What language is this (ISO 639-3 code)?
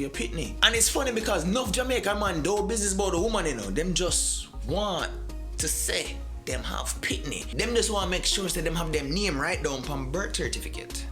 jam